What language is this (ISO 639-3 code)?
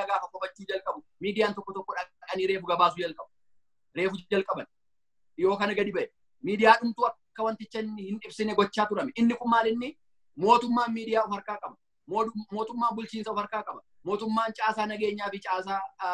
orm